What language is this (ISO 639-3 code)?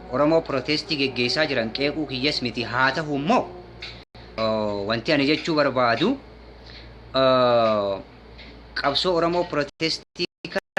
orm